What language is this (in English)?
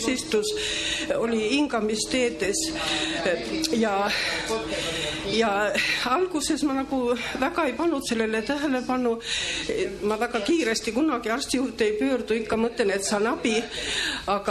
Estonian